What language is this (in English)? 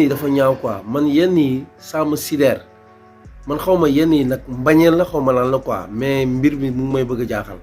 Wolof